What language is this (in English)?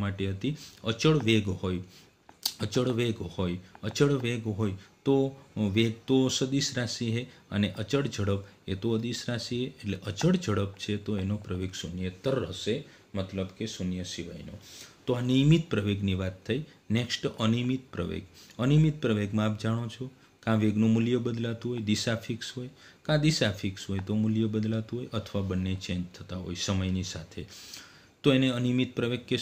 Gujarati